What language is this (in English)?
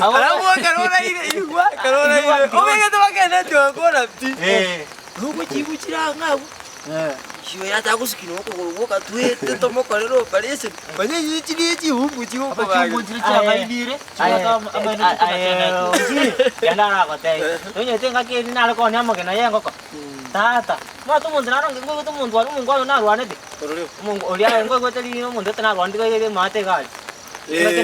Gusii